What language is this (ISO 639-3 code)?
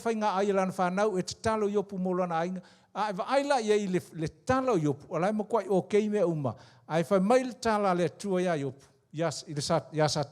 smo